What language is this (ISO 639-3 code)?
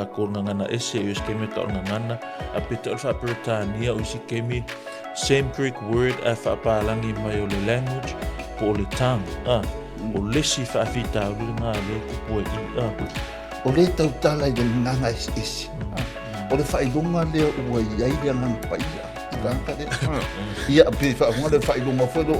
smo